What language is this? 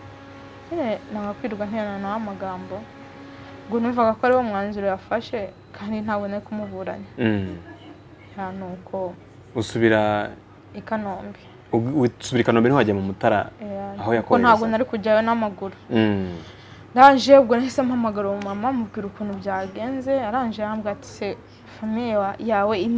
Kinyarwanda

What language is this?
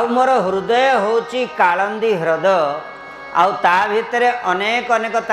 Odia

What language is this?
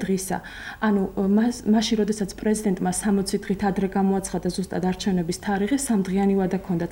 Georgian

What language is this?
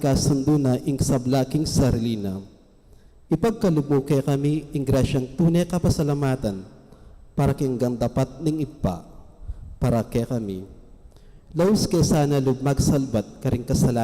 Pampanga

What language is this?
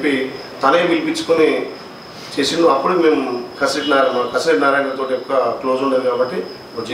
Telugu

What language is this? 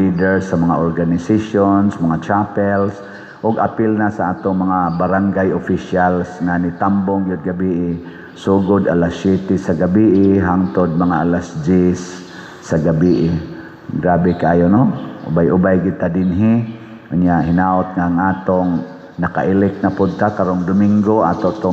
Cebuano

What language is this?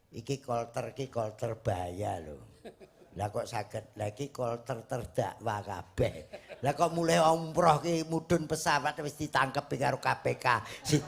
Javanese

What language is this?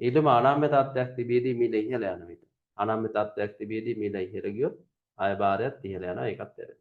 Sinhala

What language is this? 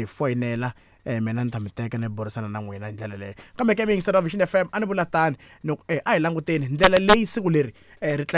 Tsonga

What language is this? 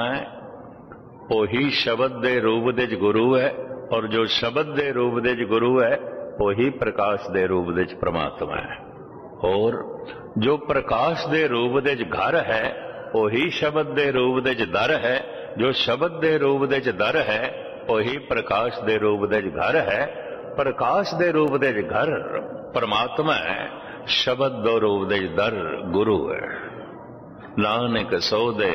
Punjabi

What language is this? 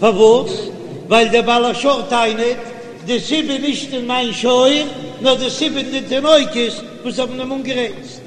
Yiddish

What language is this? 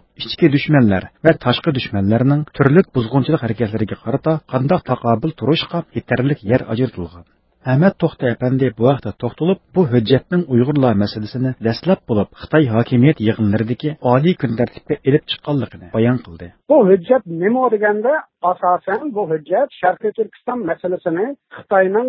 Uyghur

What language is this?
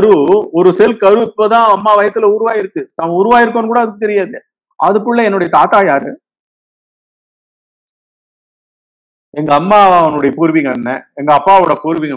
Tamil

